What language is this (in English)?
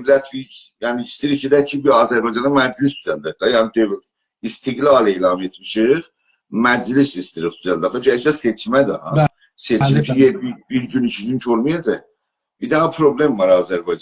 South Azerbaijani